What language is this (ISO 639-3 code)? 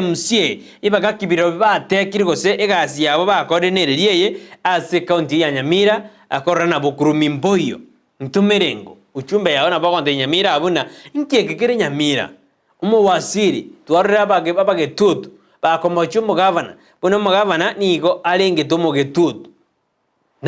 guz